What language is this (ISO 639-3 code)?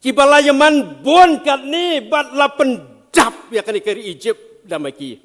kha